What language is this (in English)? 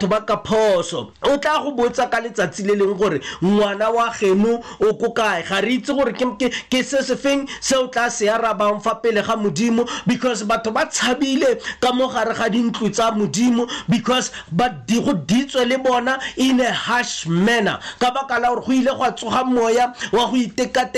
Tswana